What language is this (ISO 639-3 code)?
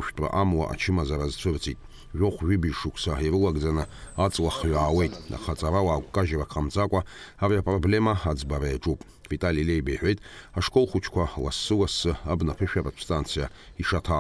abk